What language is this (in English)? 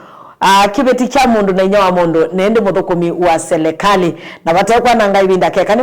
Kamba